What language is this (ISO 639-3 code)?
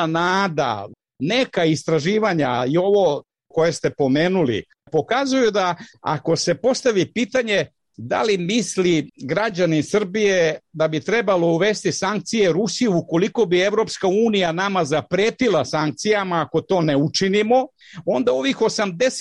srp